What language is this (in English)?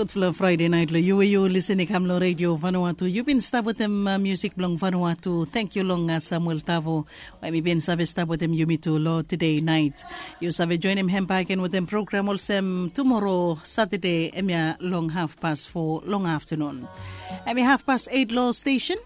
Bislama